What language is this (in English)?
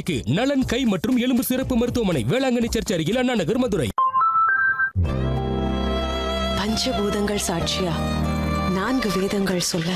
Tamil